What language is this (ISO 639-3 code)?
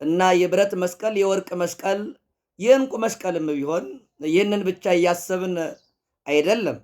amh